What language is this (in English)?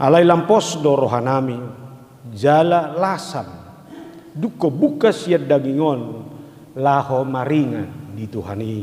Batak Toba